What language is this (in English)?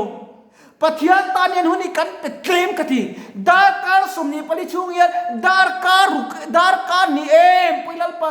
Mizo